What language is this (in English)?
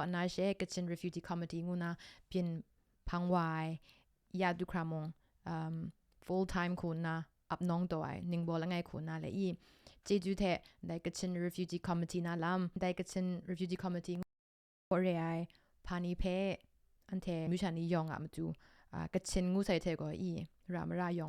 Kachin